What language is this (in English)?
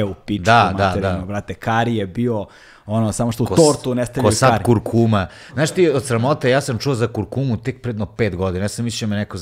Serbian